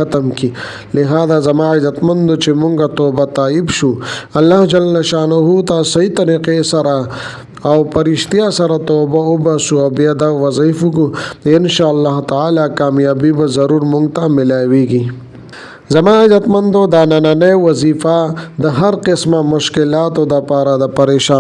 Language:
Pashto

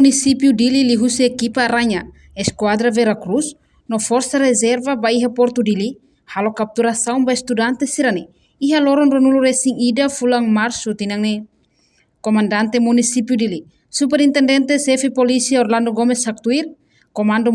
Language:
Tetum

